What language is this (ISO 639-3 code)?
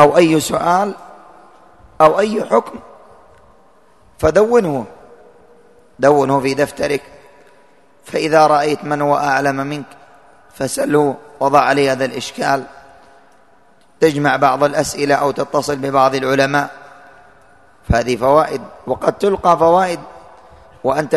ara